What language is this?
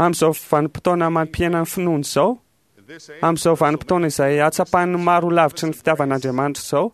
Malagasy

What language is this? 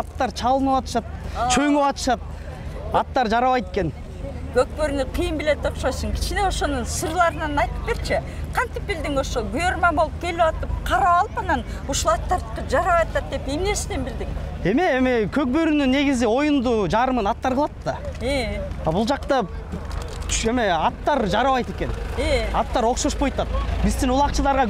Kyrgyz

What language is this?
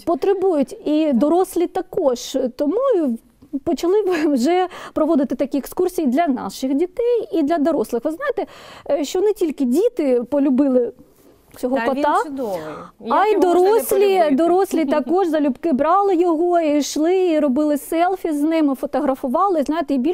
Ukrainian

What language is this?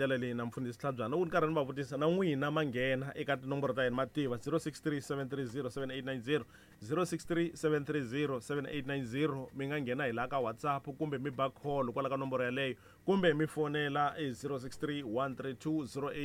Tsonga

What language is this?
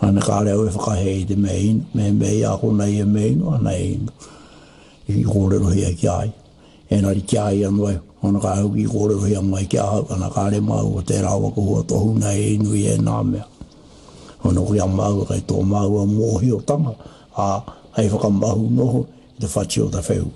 Māori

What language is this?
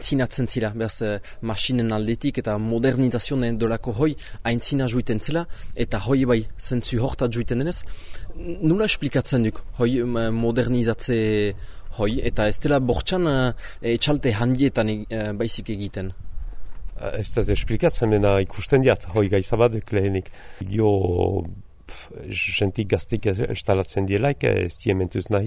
Basque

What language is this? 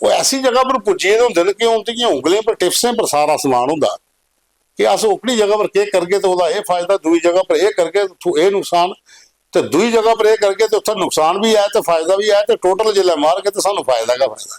Dogri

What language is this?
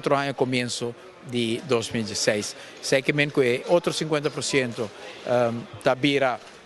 Papiamento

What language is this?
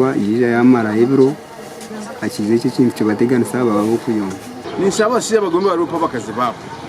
Nyankole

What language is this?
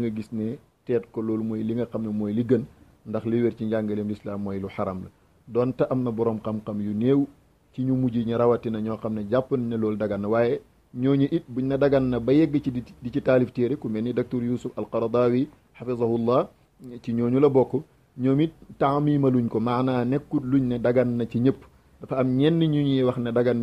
Wolof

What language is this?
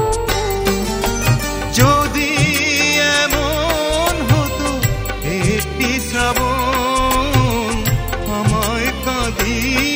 Bangla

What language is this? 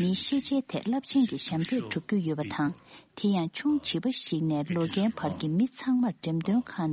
Tibetan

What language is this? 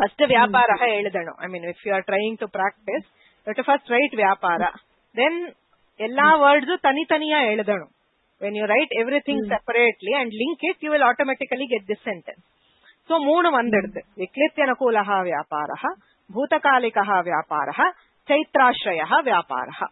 Sanskrit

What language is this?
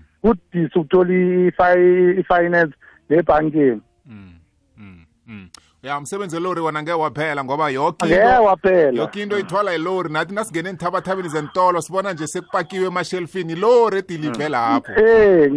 South Ndebele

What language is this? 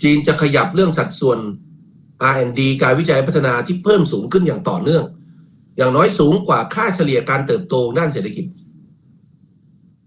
Thai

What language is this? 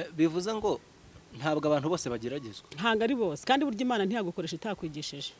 Kinyarwanda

